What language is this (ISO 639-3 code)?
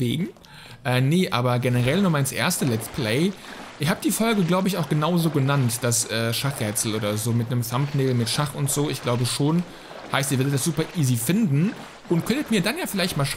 deu